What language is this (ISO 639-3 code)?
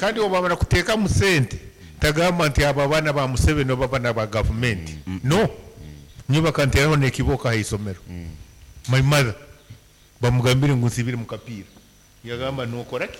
nyn